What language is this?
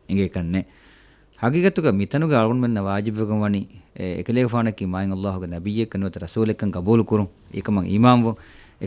Divehi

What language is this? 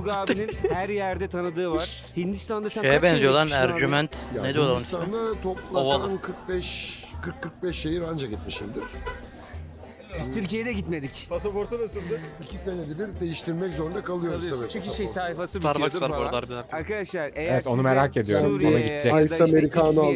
Turkish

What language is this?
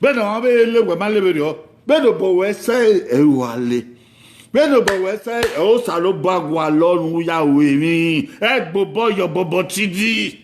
Bini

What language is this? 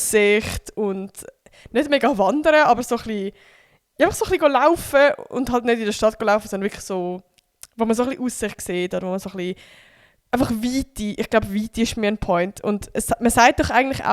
Swiss German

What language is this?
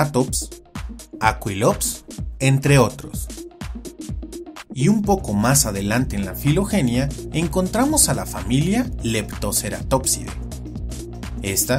Spanish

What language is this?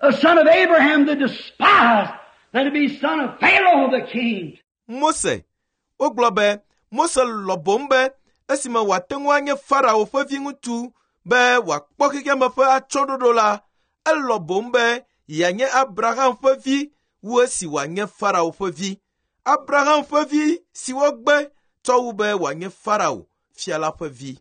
Ewe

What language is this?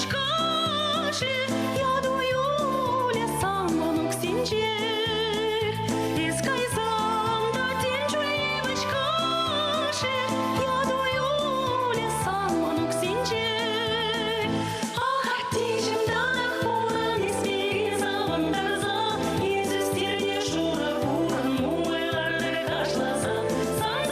Chuvash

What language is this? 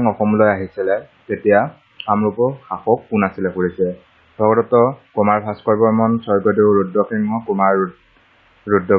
Assamese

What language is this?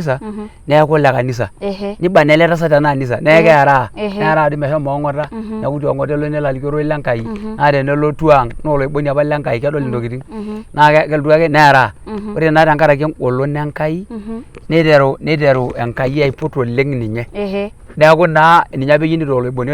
Masai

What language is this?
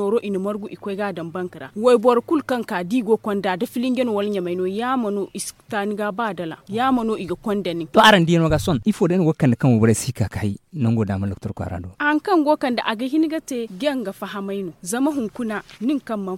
Zarma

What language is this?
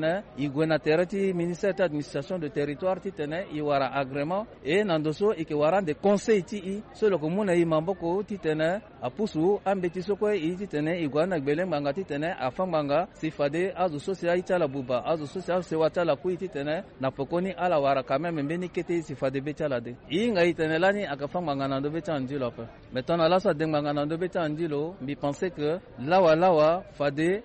Sango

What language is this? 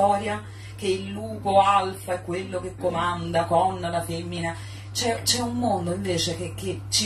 Italian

